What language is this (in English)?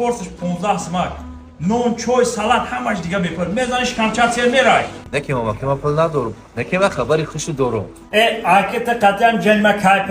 Tajik